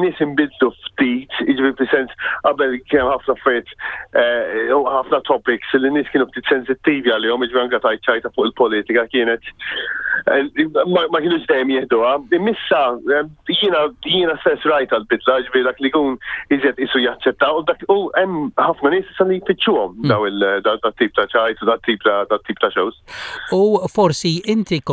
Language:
Maltese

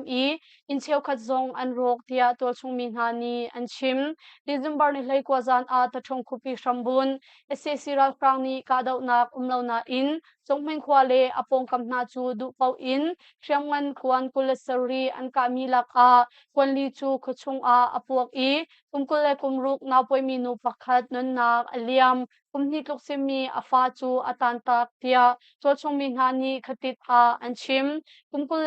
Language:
Hakha Chin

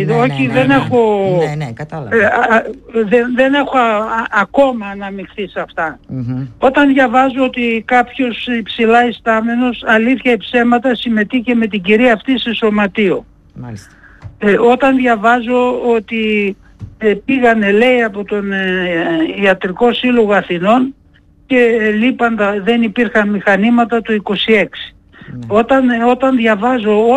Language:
Greek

